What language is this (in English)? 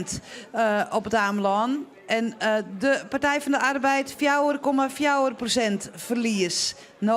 Western Frisian